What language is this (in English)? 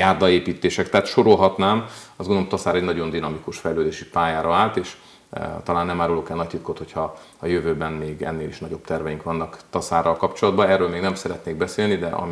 Hungarian